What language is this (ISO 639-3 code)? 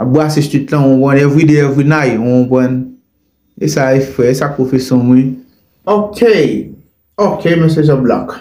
hat